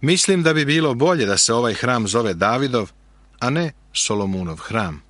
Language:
Serbian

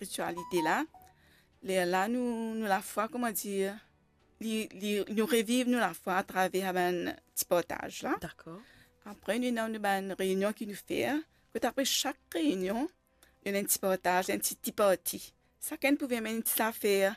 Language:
Morisyen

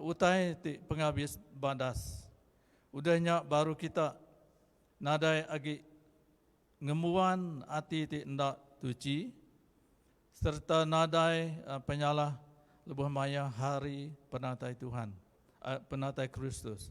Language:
Iban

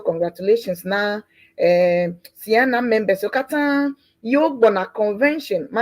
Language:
Ewe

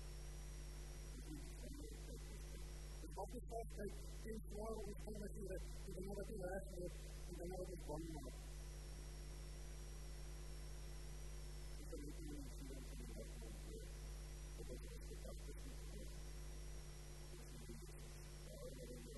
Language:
Afrikaans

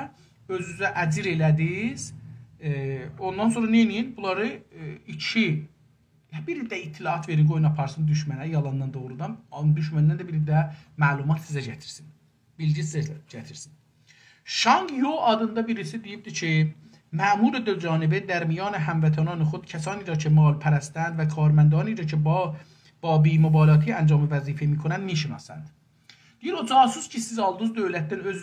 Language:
South Azerbaijani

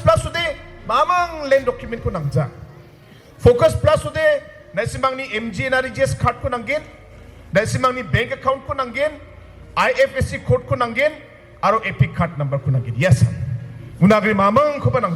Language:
Garo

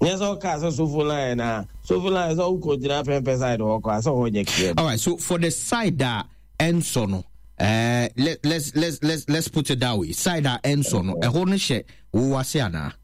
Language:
Akan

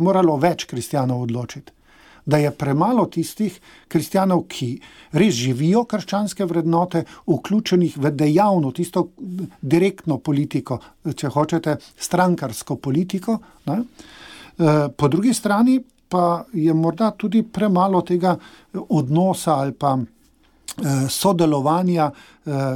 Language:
Slovenian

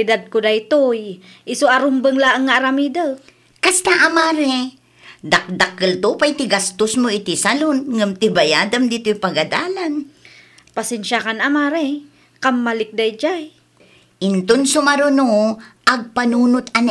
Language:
Iloko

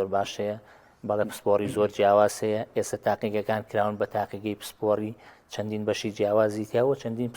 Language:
Central Kurdish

